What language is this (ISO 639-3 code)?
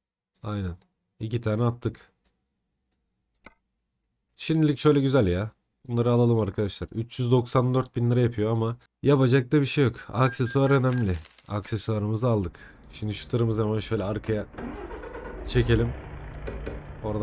tur